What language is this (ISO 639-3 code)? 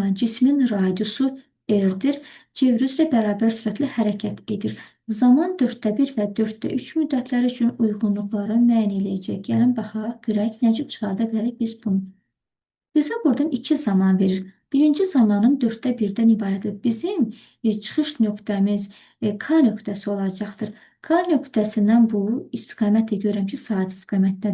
aze